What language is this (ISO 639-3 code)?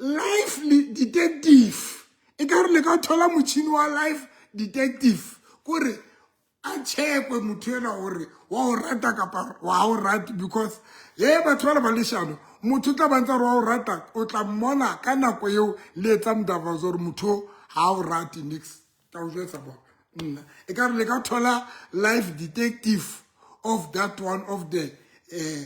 sot